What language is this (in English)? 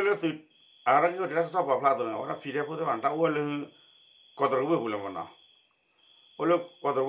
S'gaw Karen